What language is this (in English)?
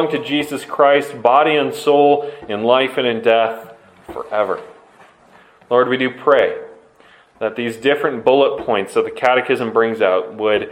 English